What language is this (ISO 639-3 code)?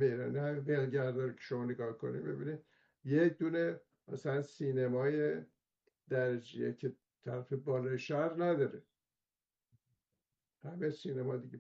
fas